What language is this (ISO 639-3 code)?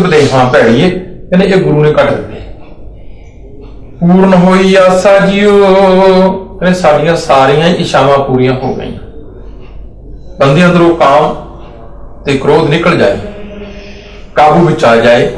pan